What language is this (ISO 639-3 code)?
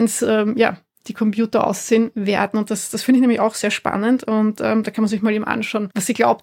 deu